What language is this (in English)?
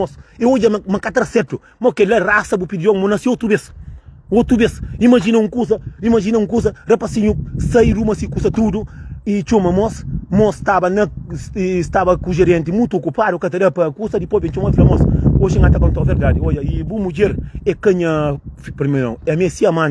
Kabuverdianu